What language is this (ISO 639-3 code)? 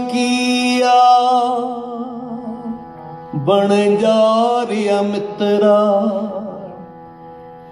pan